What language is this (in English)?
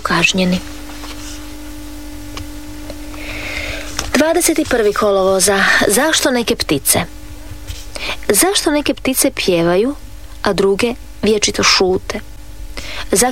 Croatian